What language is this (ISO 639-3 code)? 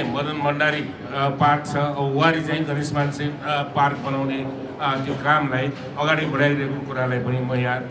nep